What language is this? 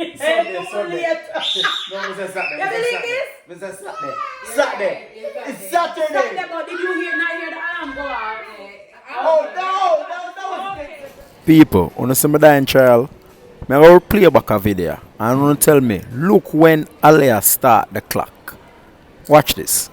Jamaican Creole English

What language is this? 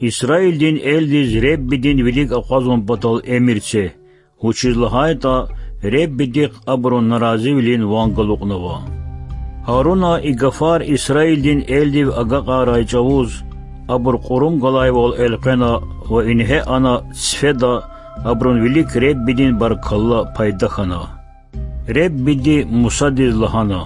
Lezghian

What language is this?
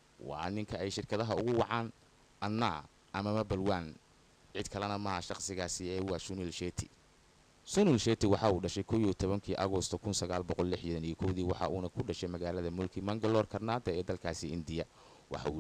Somali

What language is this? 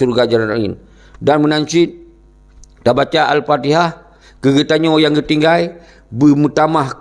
Achinese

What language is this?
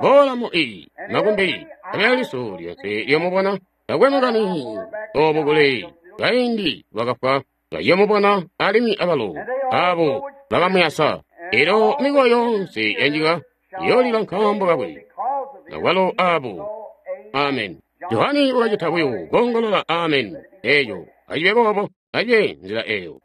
Tonga (Zambia)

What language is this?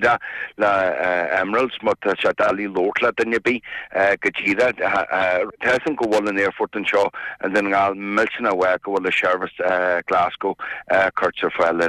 Irish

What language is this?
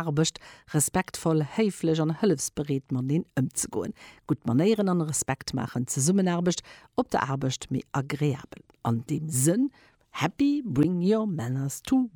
Luxembourgish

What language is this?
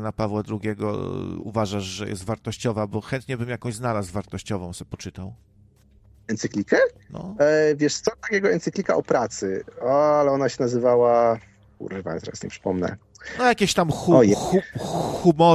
Polish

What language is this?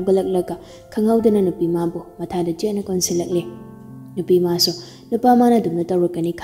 Manipuri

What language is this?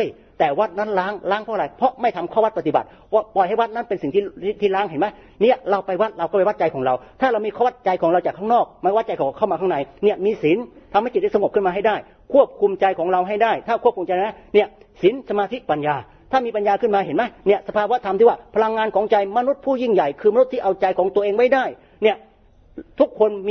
Thai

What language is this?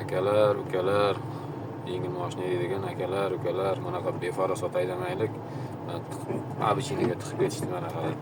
Uzbek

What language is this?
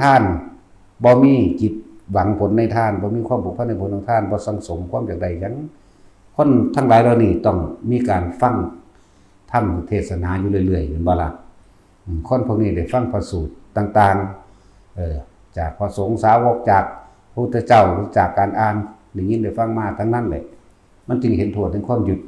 Northeastern Thai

